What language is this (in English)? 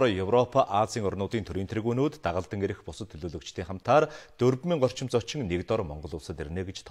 Mongolian